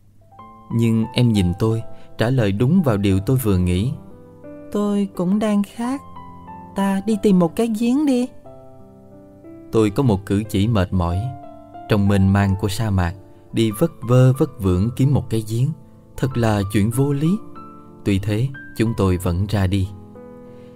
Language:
Vietnamese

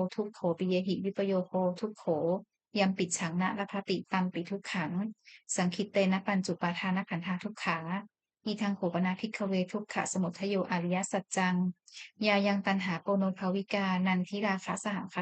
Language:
Pali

